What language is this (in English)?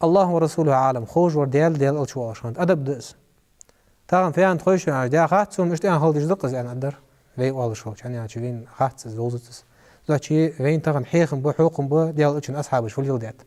Ingush